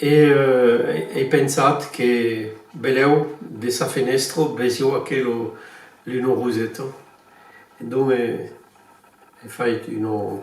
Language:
Occitan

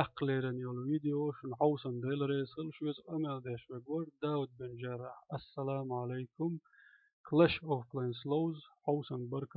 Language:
Chechen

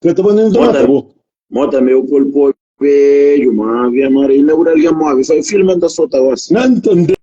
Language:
Kabuverdianu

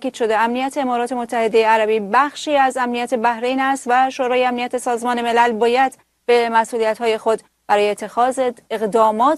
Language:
Persian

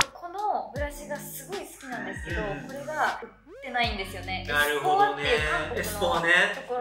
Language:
Japanese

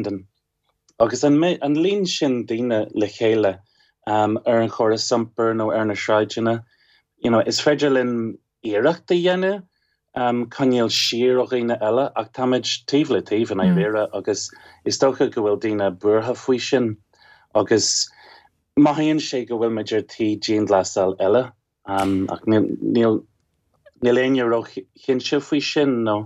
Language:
Irish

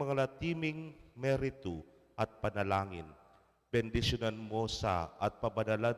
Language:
Pampanga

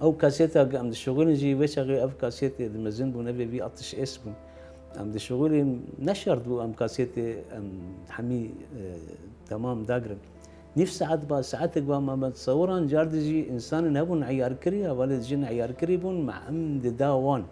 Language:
Kurdish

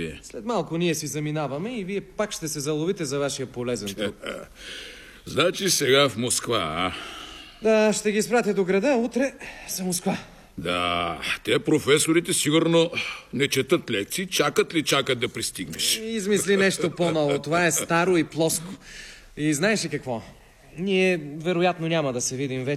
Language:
Bulgarian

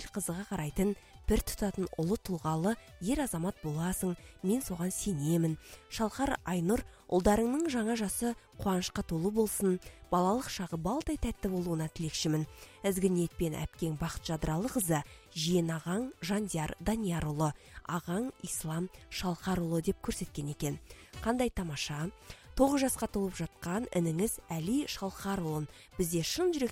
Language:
Kazakh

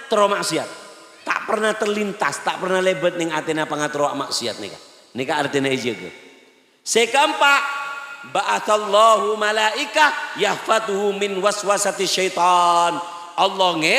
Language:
Madurese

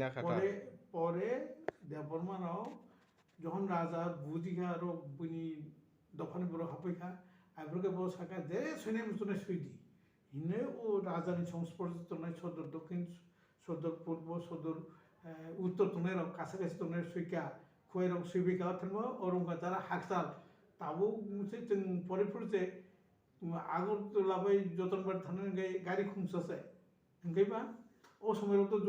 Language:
Kok Borok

